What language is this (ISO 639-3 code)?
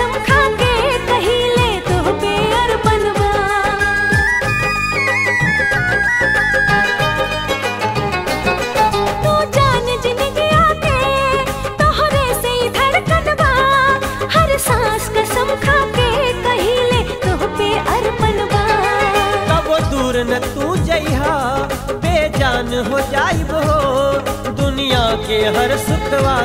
bho